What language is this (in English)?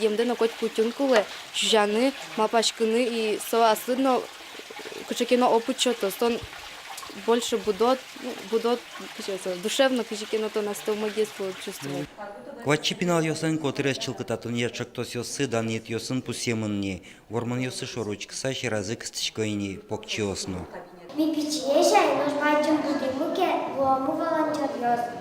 Udmurt